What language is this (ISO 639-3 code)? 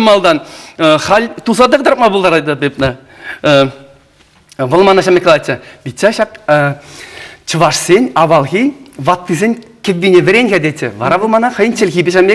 chv